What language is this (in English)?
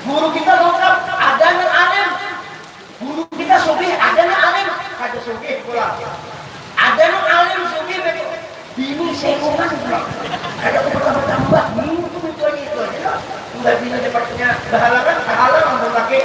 Banjar